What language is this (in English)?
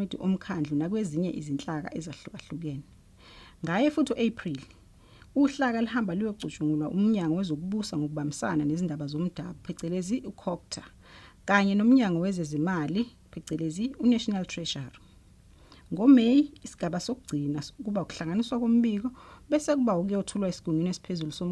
Zulu